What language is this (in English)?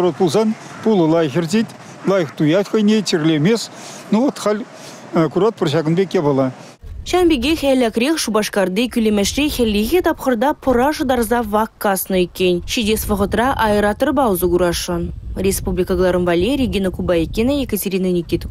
Chuvash